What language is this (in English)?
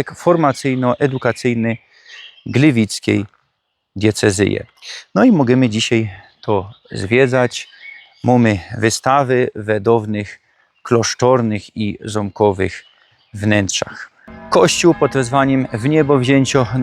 Silesian